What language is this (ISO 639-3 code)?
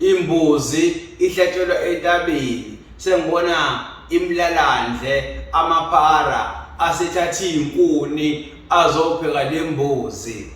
zul